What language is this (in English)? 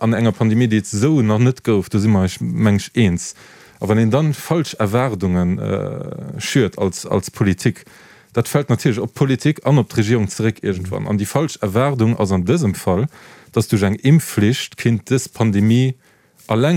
Luxembourgish